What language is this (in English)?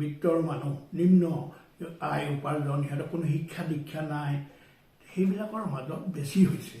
Assamese